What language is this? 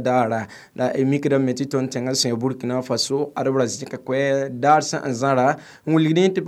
Mossi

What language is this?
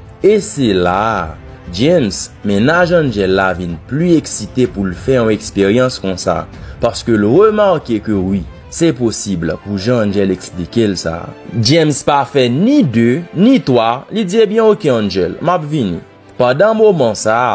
Haitian Creole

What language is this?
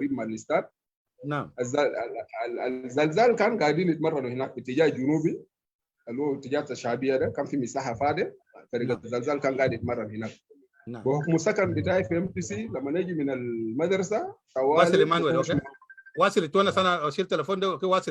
Sudanese Arabic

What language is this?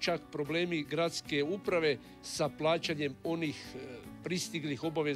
Croatian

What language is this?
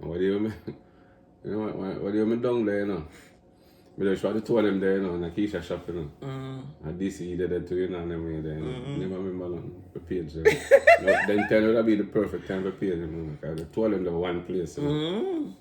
Jamaican Creole English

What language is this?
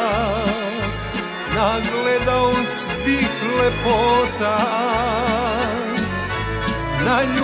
Serbian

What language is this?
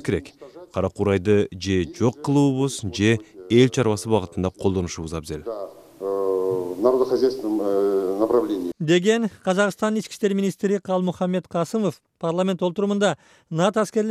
Kyrgyz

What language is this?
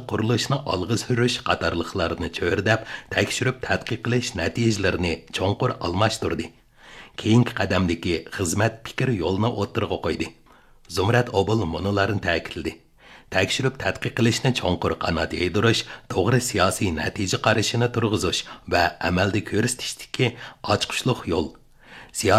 Uyghur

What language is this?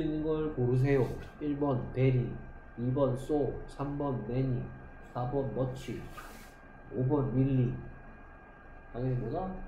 Korean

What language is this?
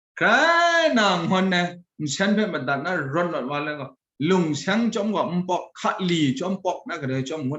Kachin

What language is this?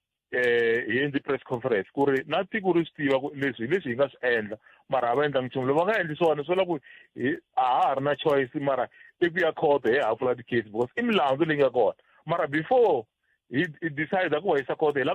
Tsonga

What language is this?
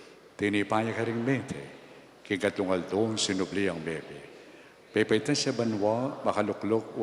Pampanga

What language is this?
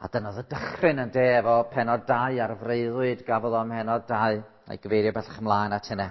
Welsh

